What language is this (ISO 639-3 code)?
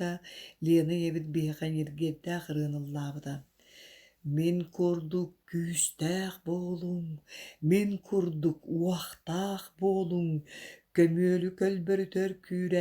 sah